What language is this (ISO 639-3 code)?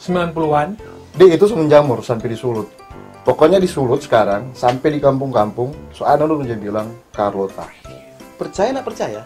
xmm